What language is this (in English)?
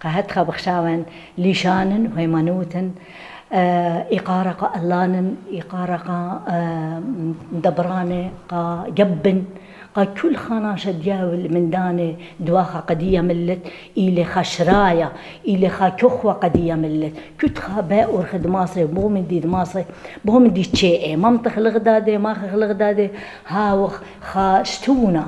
Assyrian Neo-Aramaic